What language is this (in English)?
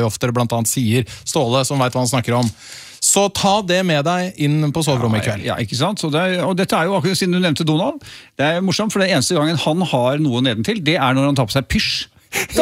Norwegian